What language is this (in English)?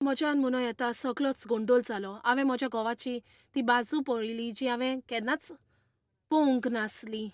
Konkani